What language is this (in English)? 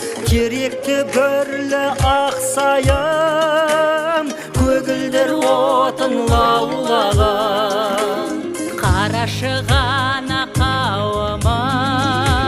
Kazakh